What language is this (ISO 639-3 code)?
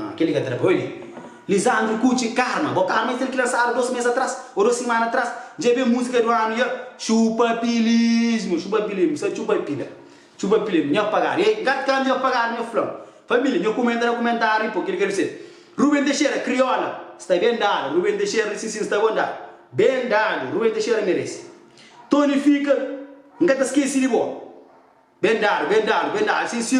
kea